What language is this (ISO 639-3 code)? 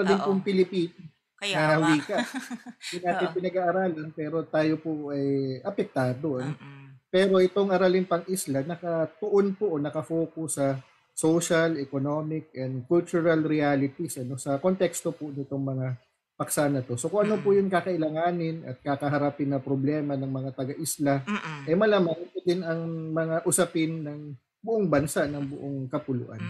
fil